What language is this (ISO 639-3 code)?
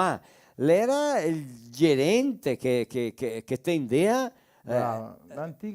vec